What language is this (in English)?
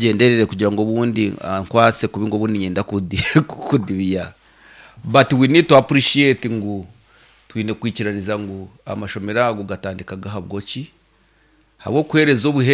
Nyankole